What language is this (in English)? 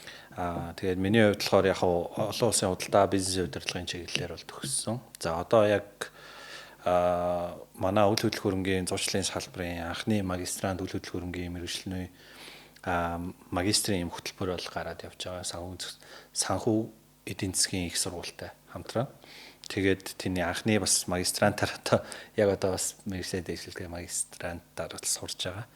Mongolian